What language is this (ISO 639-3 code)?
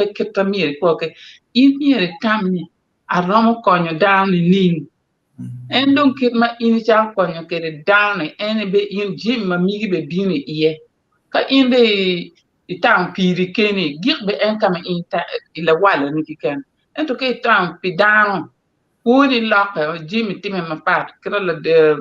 ach